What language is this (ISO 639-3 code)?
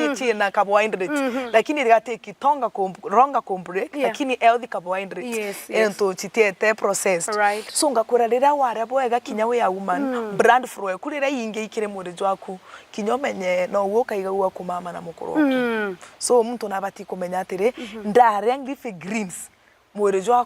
mer